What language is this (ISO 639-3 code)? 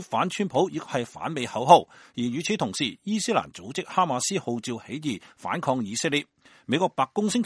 yue